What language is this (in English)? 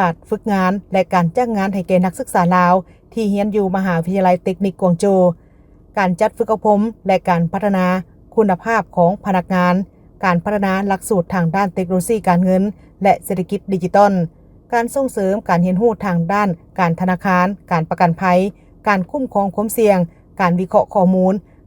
Lao